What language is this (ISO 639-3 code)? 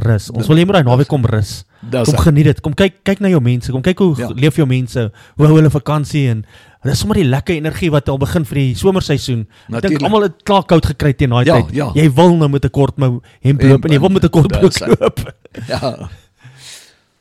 afr